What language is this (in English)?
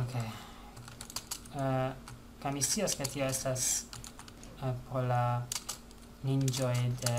Esperanto